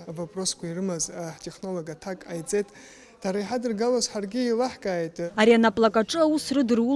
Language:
Abkhazian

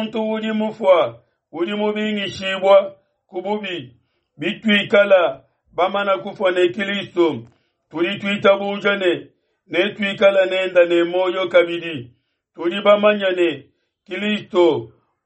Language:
Luba-Lulua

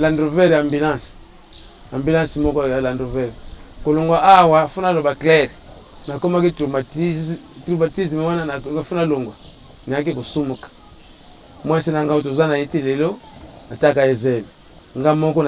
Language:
Lingala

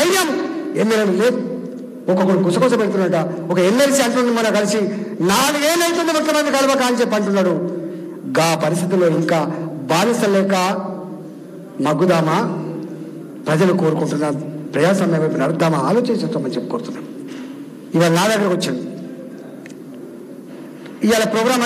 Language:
Telugu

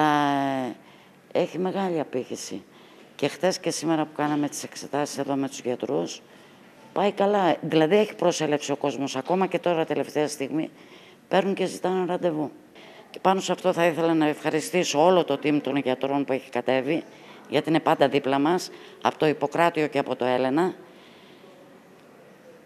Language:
Greek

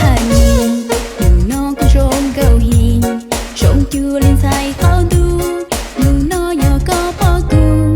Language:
Hmong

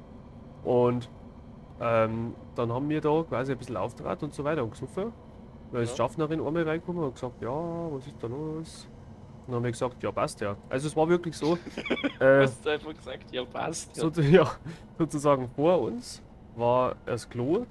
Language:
Bavarian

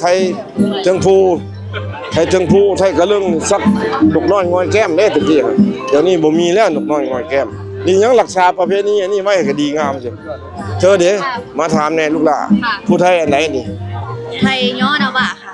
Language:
Northeastern Thai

